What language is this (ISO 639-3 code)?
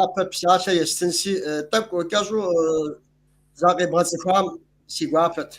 kbd